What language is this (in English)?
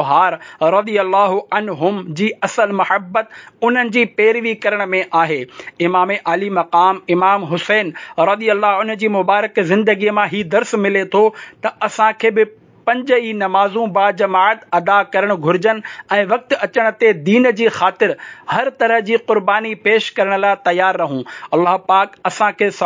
Sindhi